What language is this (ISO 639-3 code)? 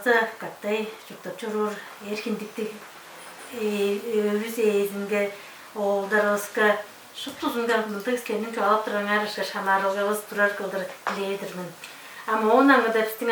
tyv